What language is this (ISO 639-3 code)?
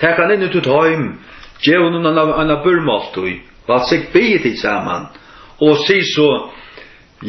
fao